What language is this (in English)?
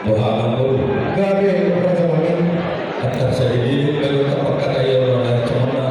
Batak Toba